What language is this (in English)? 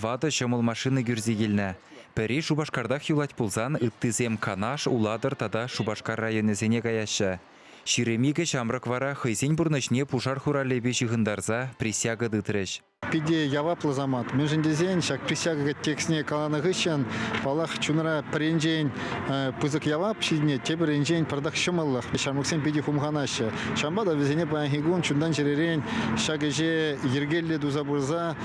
Chuvash